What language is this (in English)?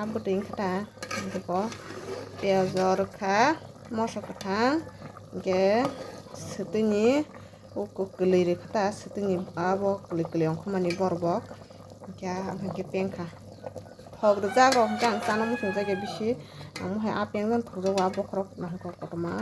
Kok Borok